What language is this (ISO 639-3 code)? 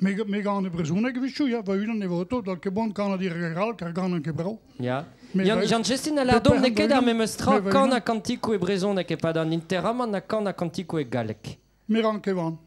bre